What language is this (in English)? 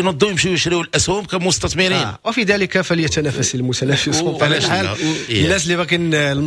Moroccan Arabic